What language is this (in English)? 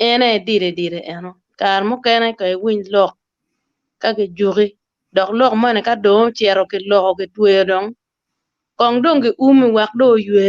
Acoli